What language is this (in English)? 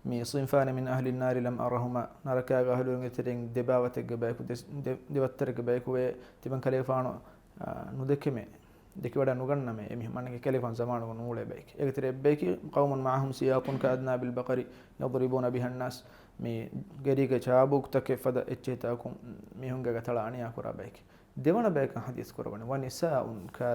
Divehi